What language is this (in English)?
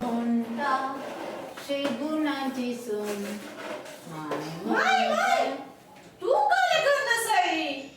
Konkani